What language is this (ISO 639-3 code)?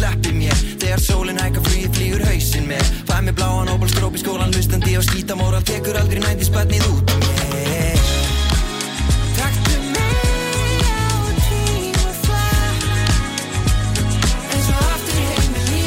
isl